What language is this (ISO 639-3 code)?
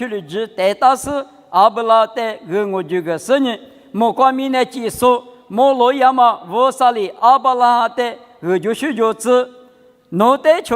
lis